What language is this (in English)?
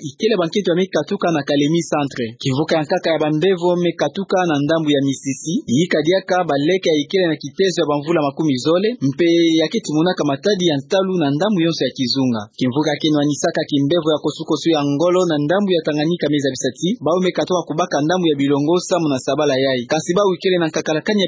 Kituba (Democratic Republic of Congo)